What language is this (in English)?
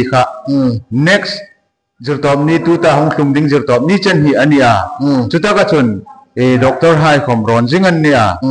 Hmar